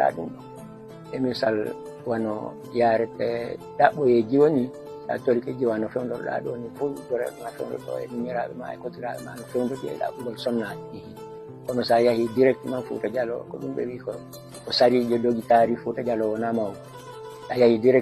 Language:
Fula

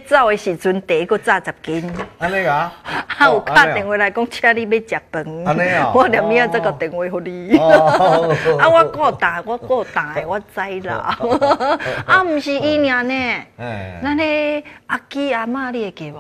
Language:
Min Nan Chinese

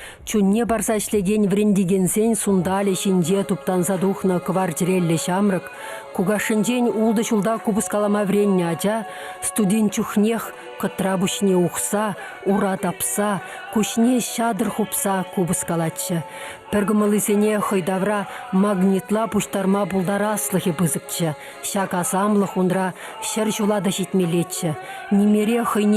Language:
Chuvash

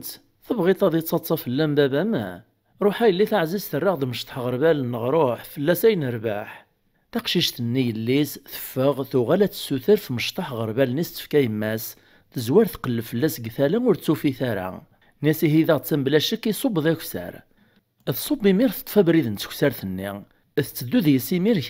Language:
Kabyle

